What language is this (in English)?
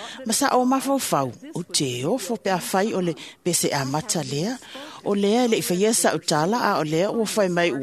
Samoan